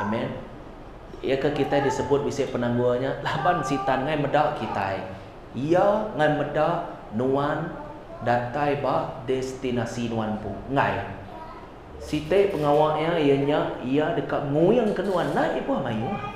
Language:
Iban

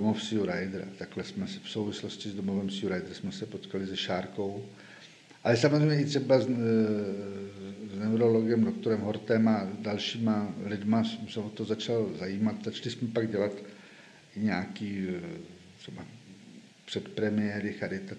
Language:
Czech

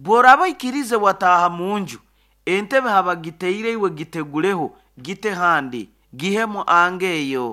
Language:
Nyoro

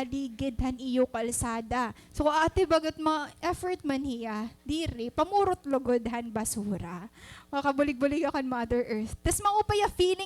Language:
Waray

